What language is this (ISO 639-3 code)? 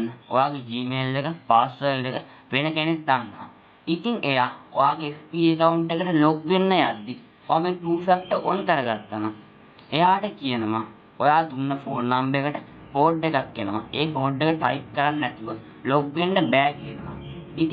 sin